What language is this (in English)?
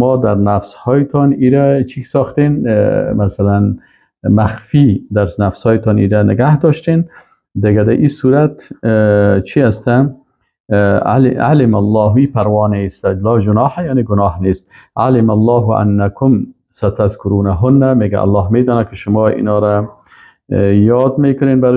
Persian